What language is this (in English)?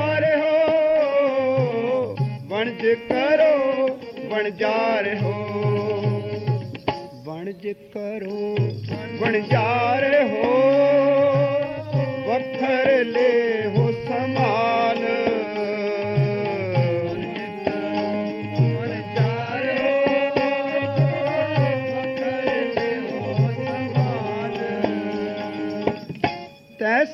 Punjabi